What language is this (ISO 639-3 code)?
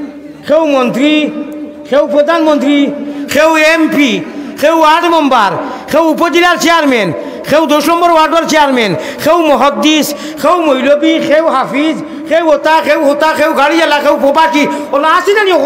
syl